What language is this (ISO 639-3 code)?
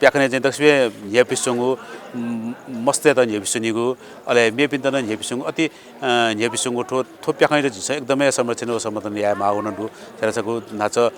new